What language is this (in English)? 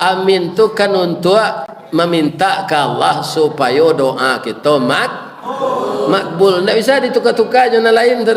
Minangkabau